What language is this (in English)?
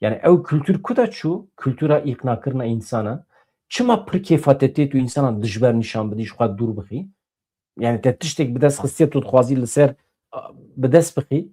Kurdish